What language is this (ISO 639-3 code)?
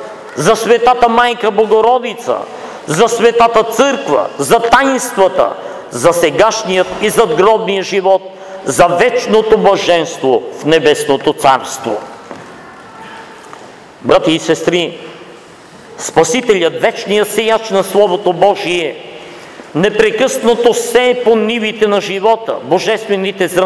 bul